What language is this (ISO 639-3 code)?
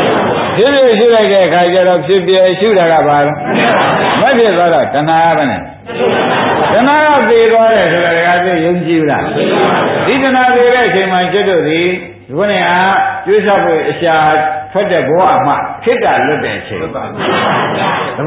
mya